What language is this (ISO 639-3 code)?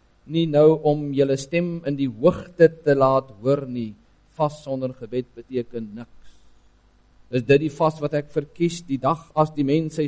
afr